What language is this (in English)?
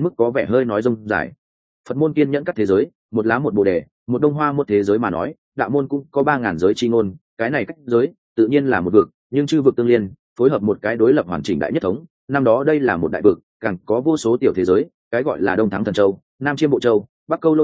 Vietnamese